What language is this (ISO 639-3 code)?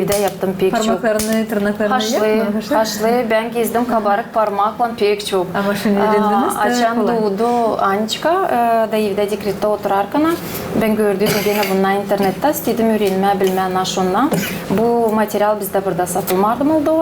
gag